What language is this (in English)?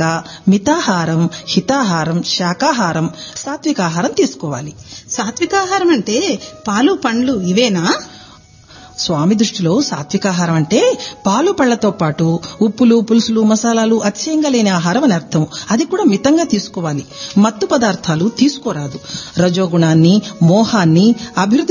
Telugu